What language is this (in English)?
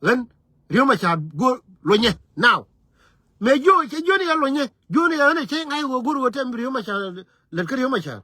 Nuer